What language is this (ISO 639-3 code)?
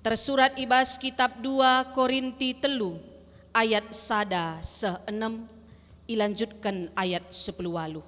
btx